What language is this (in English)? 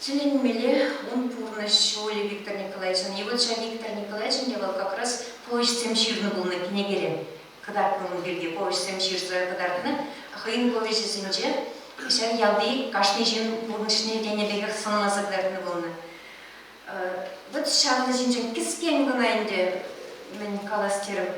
Chuvash